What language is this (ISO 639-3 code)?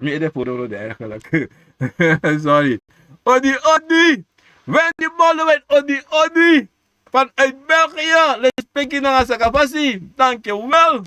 srn